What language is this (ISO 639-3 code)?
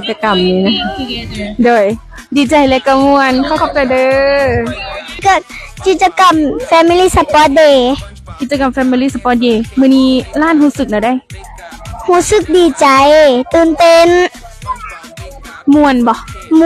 lao